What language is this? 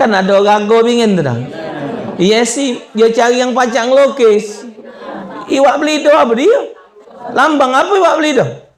Musi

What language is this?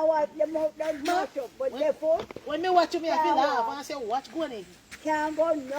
Jamaican Creole English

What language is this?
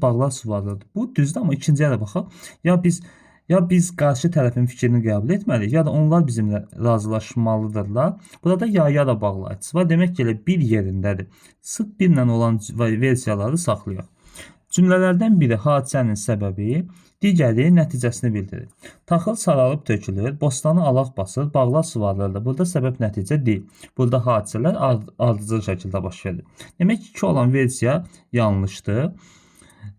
Azerbaijani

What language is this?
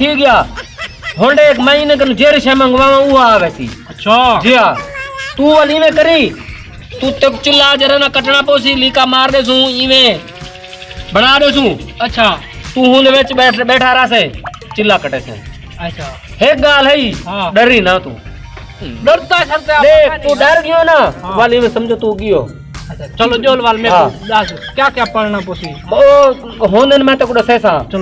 Saraiki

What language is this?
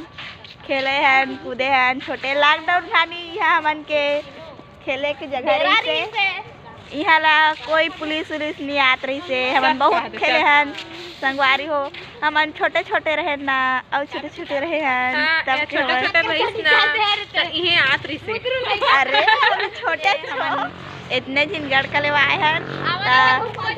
Chhattisgarhi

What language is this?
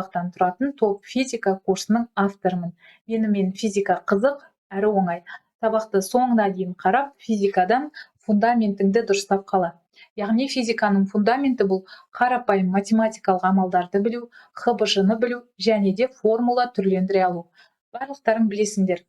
Kazakh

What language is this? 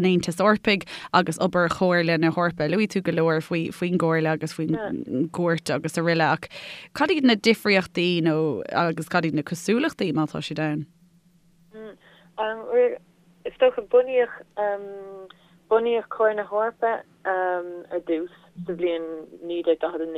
Irish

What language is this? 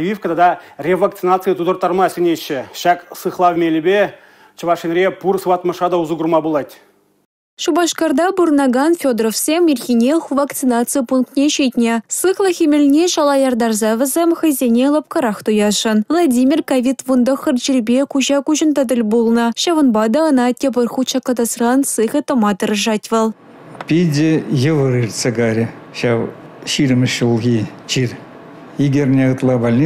Chuvash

